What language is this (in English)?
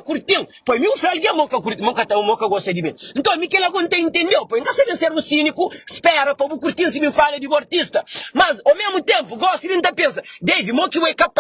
Kabuverdianu